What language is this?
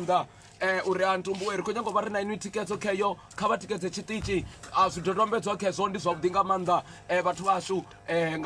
Venda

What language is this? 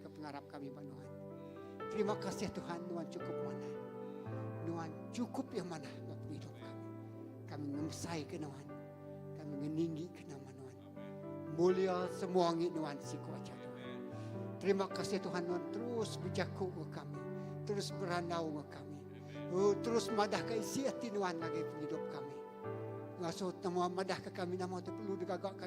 Iban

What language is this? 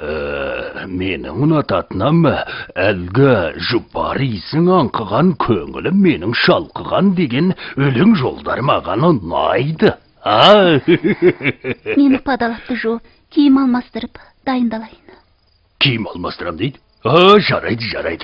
Kazakh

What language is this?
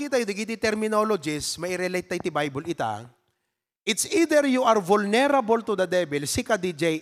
Iloko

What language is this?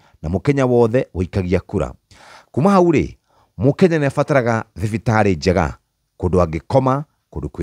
Kikuyu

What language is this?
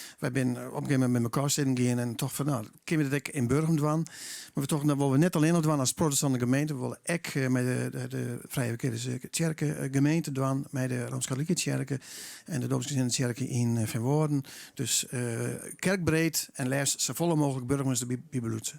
Western Frisian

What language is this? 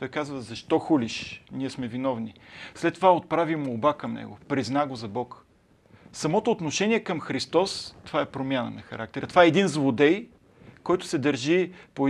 Bulgarian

